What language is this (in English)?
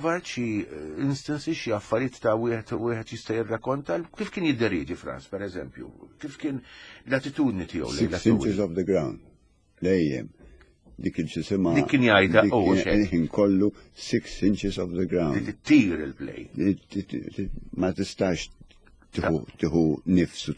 Maltese